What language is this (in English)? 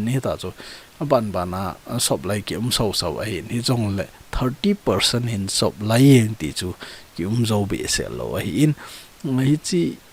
Thado Chin